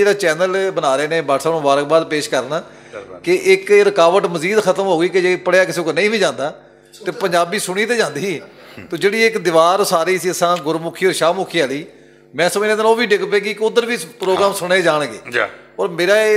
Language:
Western Panjabi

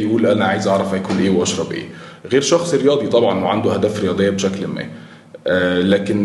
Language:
Egyptian Arabic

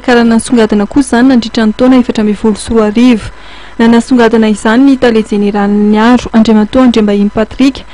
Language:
Malagasy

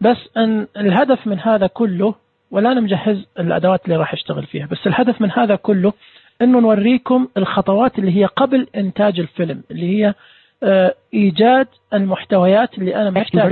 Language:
Najdi Arabic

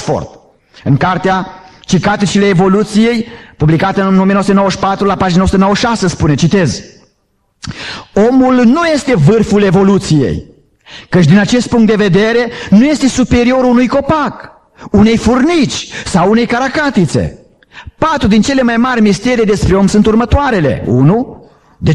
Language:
Romanian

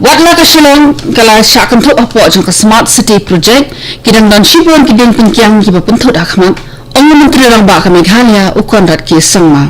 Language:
Khasi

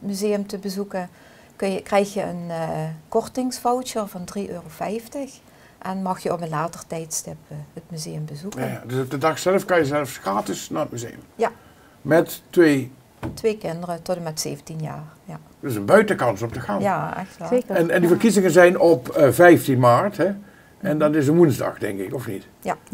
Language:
Limburgish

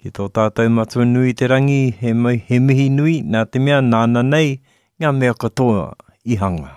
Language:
Māori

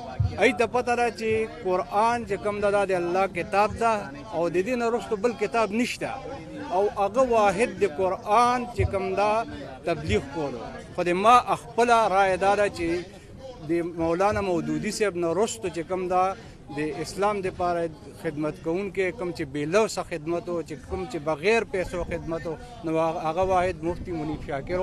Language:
Pashto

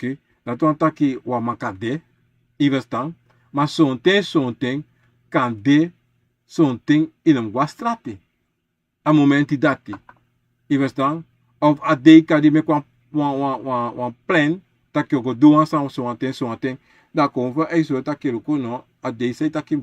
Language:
Sranan Tongo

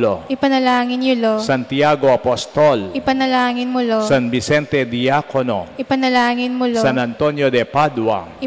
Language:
Pampanga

